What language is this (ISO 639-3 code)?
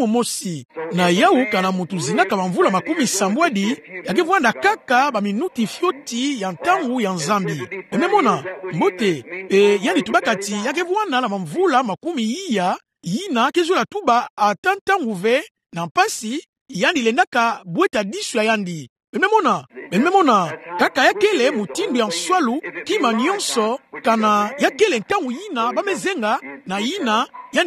ktu